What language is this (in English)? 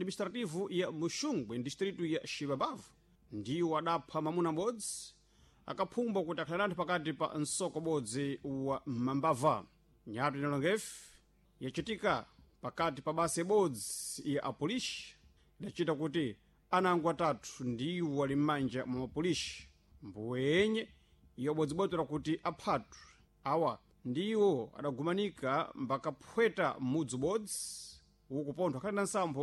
Sena